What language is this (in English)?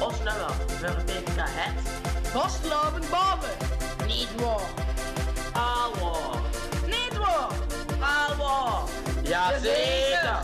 Limburgish